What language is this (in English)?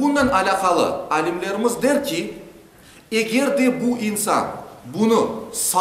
Crimean Tatar